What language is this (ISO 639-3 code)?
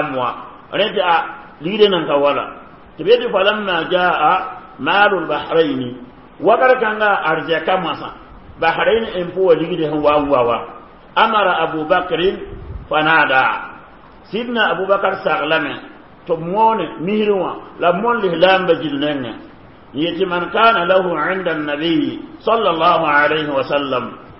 mos